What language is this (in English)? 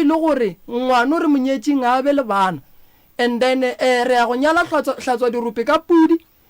Northern Sotho